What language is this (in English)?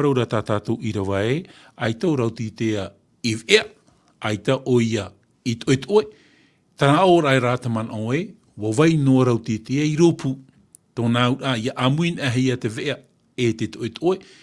Tahitian